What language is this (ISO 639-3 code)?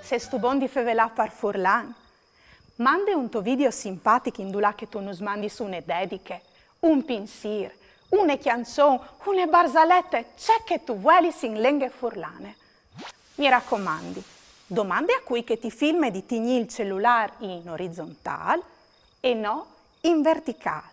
fur